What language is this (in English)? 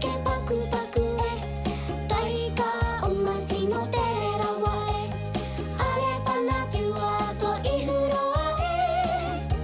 Māori